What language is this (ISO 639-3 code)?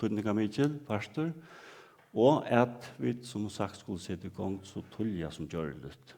fao